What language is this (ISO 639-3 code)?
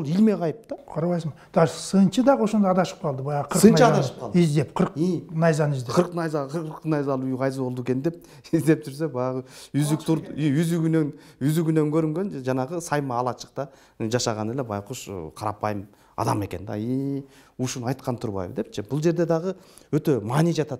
kir